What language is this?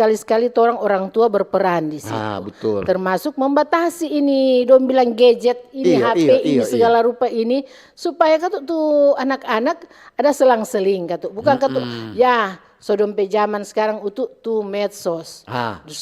Manado Malay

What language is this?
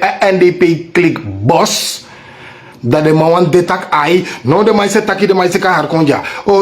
Sranan Tongo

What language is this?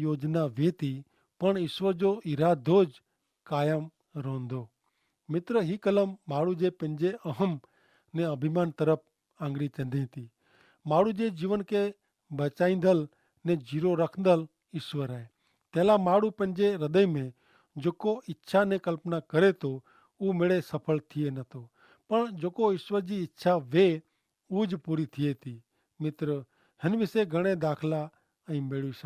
Kachhi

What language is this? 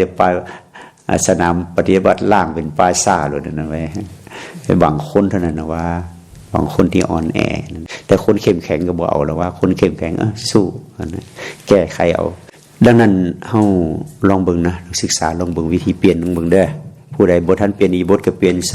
Lao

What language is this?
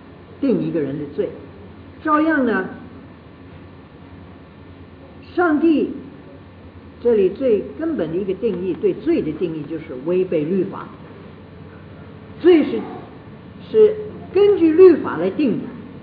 Chinese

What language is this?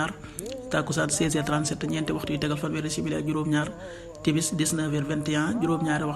Wolof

